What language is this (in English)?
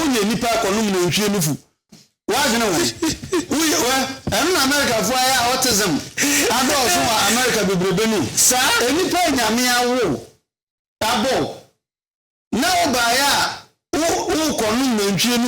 Akan